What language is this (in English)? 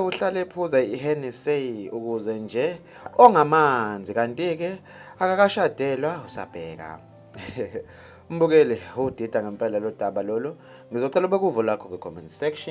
Zulu